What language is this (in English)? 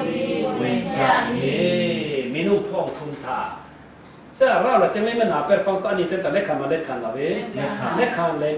Falam Chin